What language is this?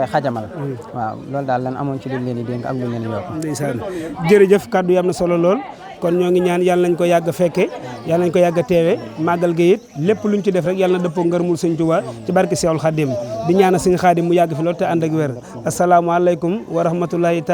Wolof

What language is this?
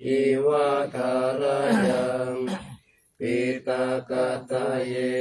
Pali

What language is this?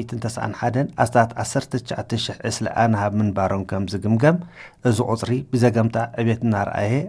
Tigrinya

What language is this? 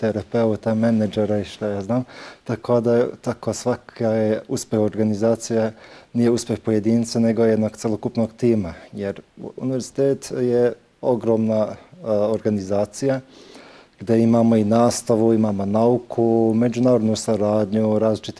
Bosnian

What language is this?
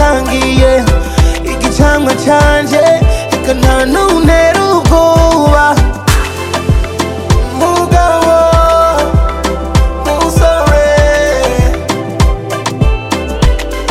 Kinyarwanda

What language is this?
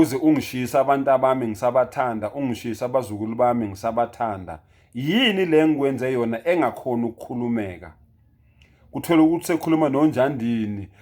Zulu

